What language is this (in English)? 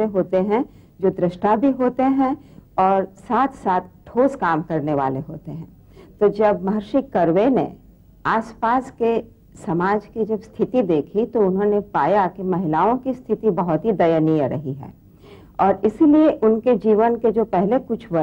Hindi